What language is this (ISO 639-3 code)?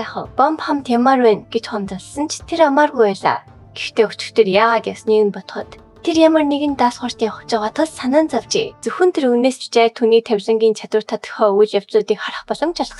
mon